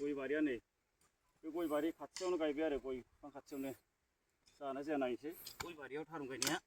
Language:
Bodo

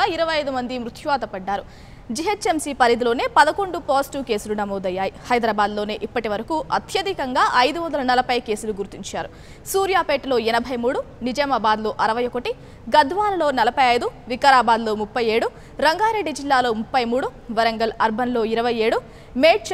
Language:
Telugu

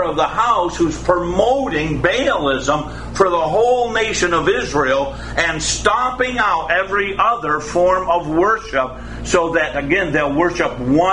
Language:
English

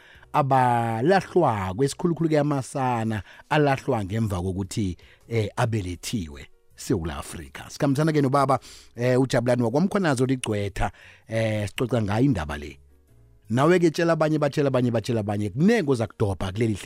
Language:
South Ndebele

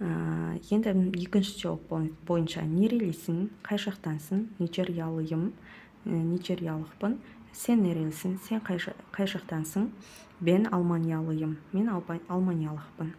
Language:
Kazakh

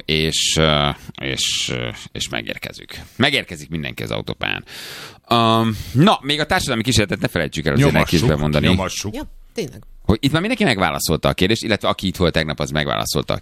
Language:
Hungarian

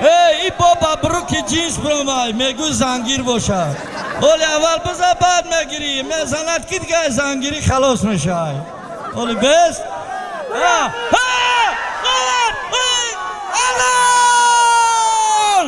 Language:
Tajik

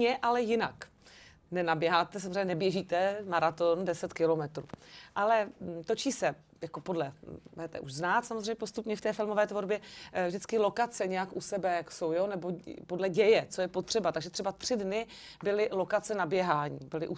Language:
Czech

